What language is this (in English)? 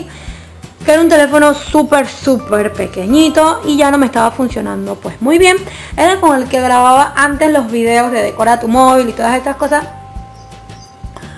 Spanish